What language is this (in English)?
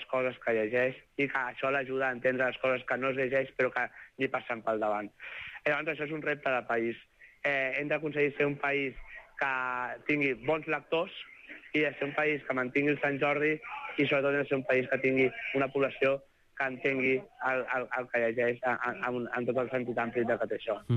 Catalan